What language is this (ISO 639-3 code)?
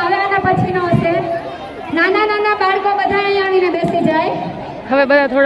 guj